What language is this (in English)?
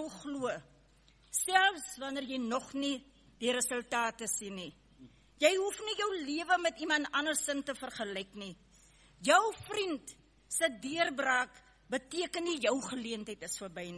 Afrikaans